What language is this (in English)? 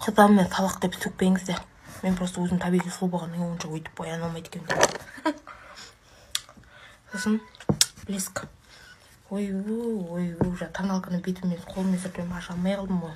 Kazakh